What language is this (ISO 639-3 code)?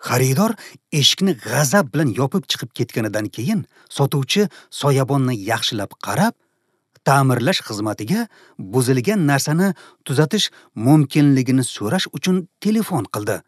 uzb